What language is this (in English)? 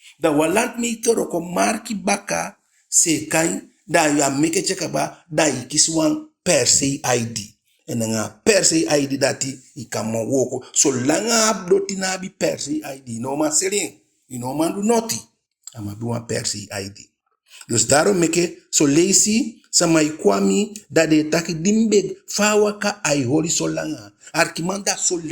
Eastern Maroon Creole